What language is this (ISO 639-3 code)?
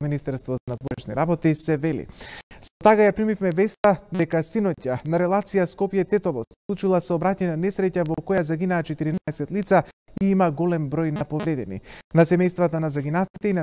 mkd